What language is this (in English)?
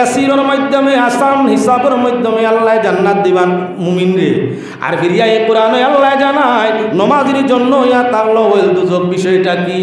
Sylheti